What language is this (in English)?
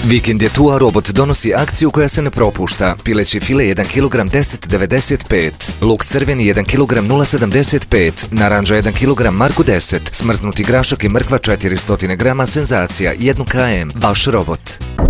Bosnian